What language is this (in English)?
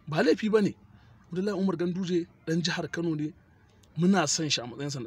Hausa